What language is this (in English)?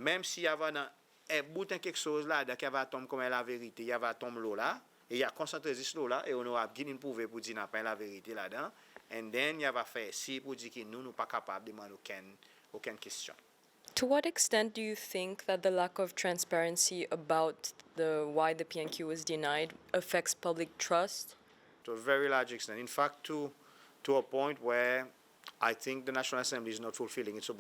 Seselwa Creole French